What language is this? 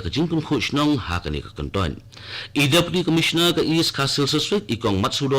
Khasi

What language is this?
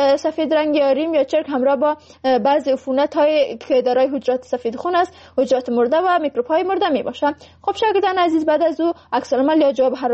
Persian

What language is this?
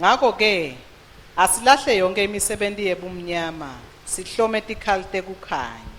Swati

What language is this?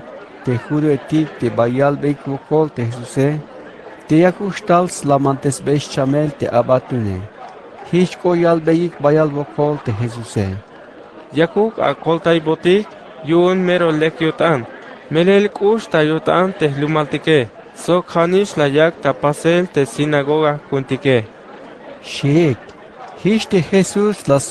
Tzeltal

